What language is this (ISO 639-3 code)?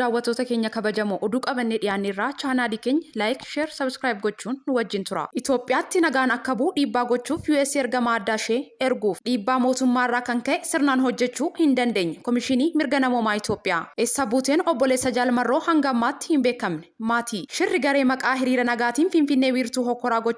orm